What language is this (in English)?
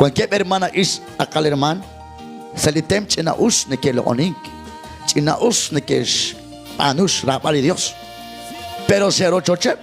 Kekchí